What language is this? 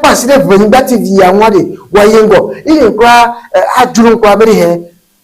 Ewe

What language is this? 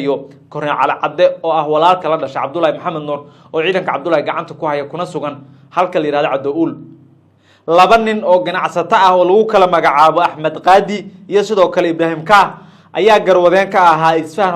Somali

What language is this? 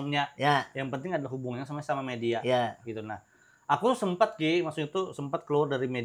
Banjar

